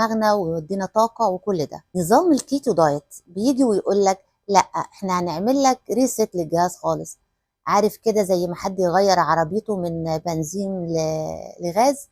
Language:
Egyptian Arabic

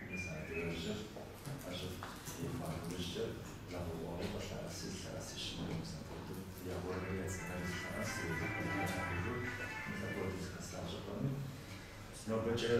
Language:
Kabardian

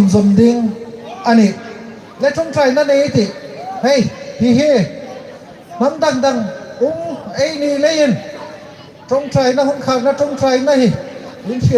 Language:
Hmar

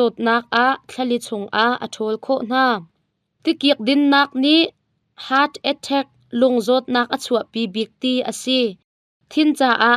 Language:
Hakha Chin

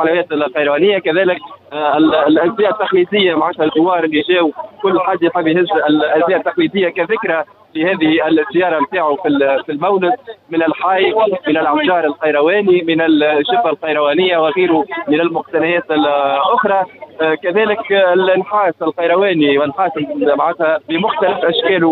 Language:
Tunisian Arabic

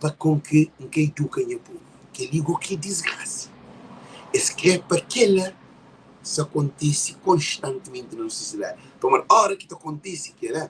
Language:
Kabuverdianu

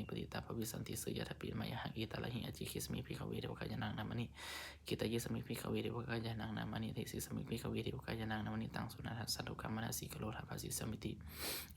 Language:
Pali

